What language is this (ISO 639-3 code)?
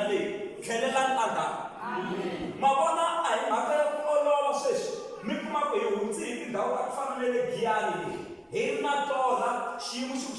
tso